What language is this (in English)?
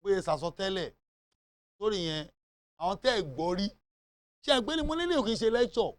Yoruba